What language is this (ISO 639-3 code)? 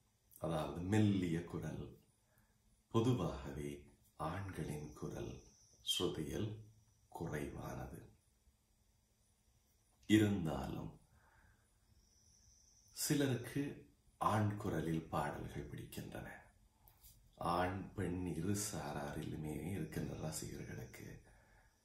tam